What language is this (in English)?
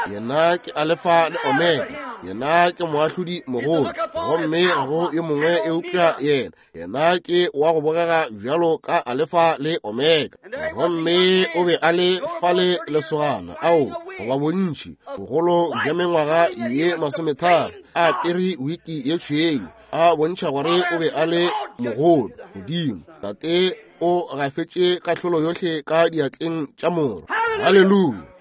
Northern Sotho